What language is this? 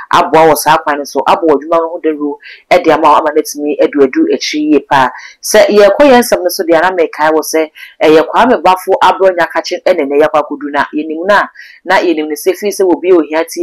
Akan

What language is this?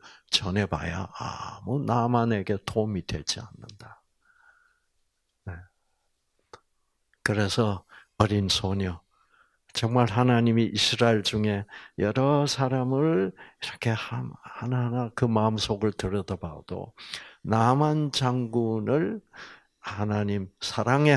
Korean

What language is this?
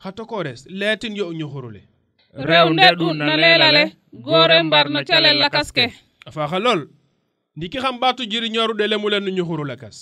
Serer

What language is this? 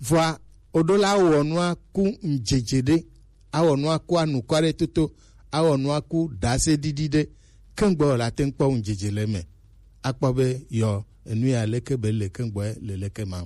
Gen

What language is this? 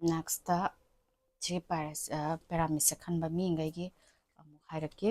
Manipuri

